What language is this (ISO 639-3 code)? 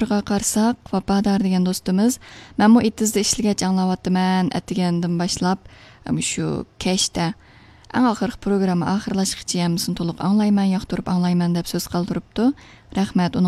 uig